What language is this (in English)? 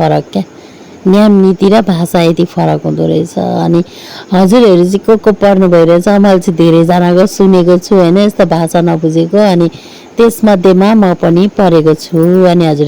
Nepali